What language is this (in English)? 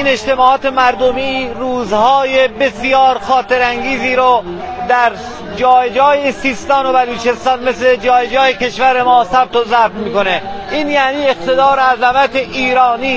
Persian